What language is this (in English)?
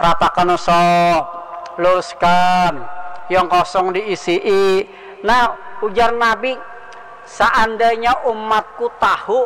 Banjar